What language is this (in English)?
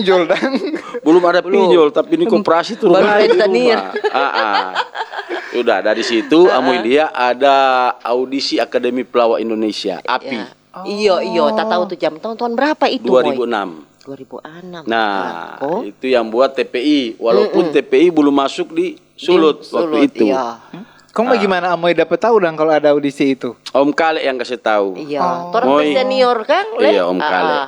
Manado Malay